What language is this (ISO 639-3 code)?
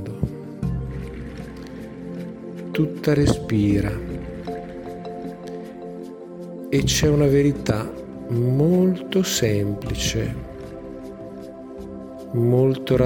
ita